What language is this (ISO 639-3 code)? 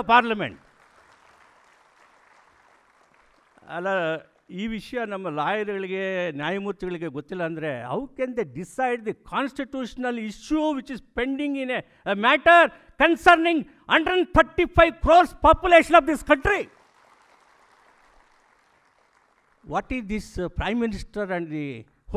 kan